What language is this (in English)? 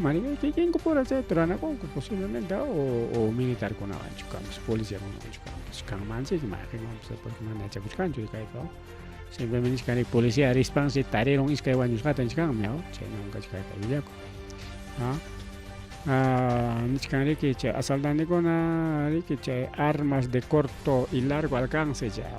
Ayacucho Quechua